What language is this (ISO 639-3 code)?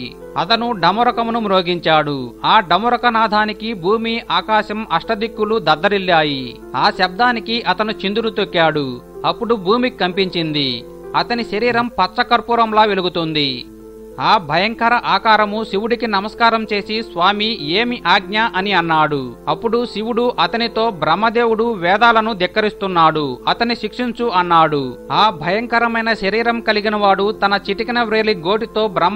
tel